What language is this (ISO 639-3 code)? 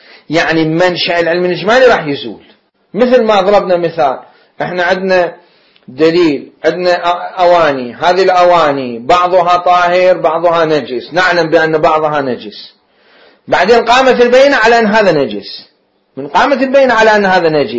acm